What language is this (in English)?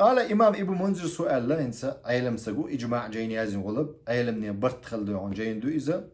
Chechen